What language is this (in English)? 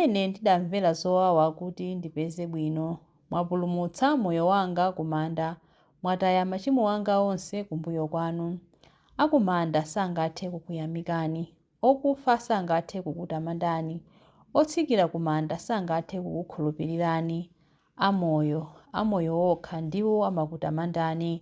Nyanja